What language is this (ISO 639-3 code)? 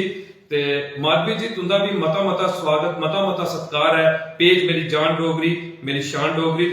doi